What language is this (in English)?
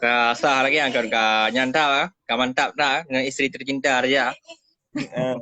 Achinese